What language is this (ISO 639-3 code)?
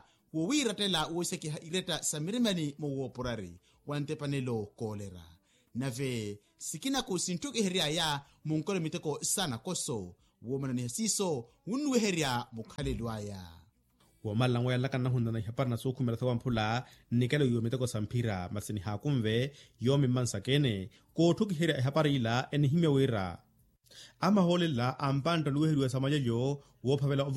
vmw